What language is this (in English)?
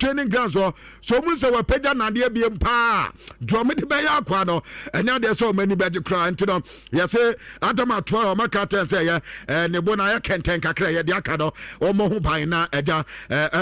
Akan